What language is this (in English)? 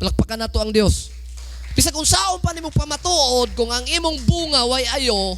Cebuano